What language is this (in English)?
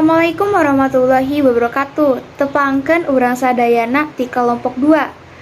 Sundanese